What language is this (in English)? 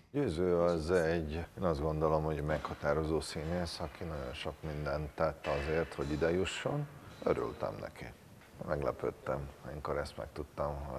Hungarian